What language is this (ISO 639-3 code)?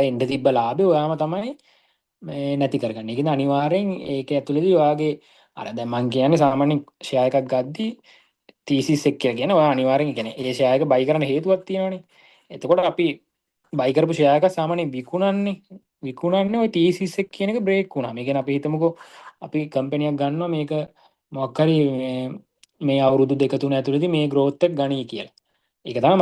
sin